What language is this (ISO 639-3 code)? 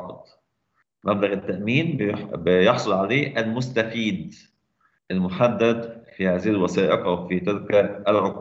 arz